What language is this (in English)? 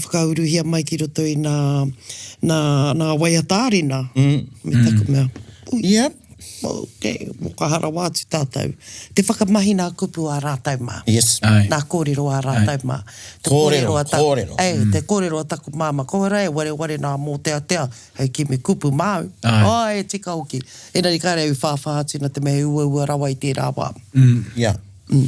Māori